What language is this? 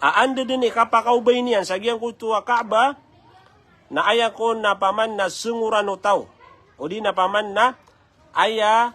Maranao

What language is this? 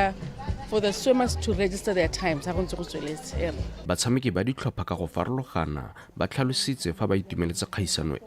Tswana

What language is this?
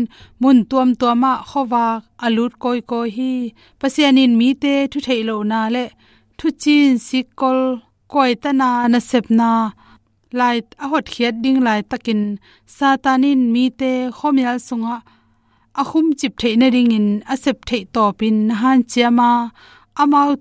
Tedim Chin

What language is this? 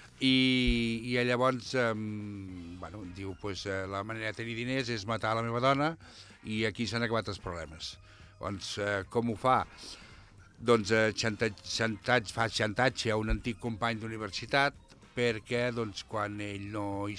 Catalan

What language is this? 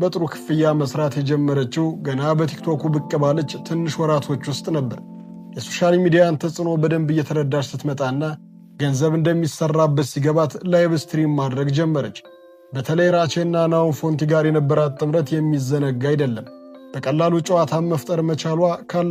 Amharic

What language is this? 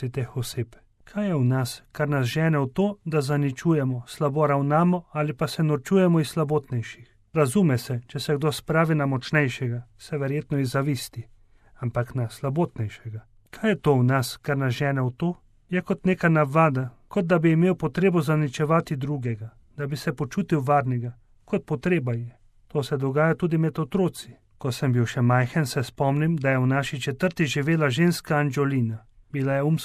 Slovenian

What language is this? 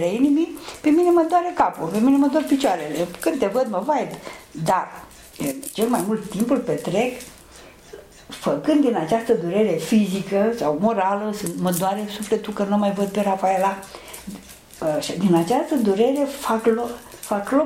Romanian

